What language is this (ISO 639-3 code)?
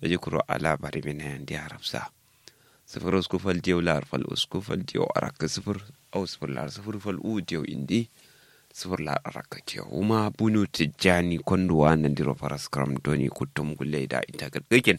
kau